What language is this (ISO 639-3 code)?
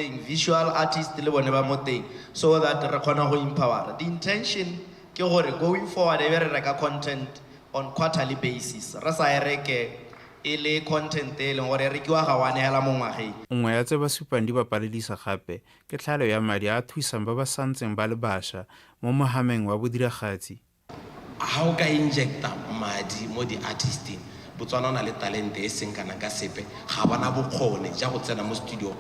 tsn